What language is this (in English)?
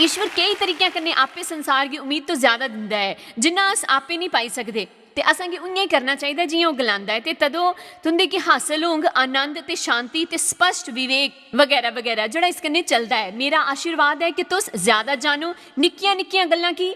Dogri